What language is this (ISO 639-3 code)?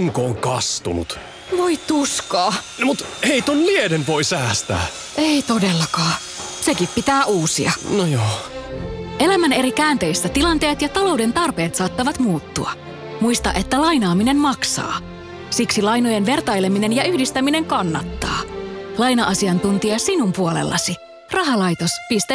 fin